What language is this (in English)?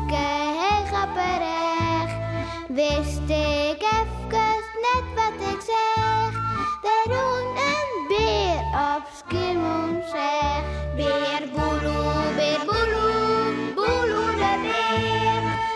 Western Frisian